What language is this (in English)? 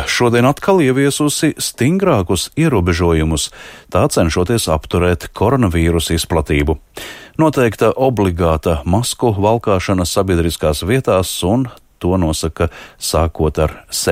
Latvian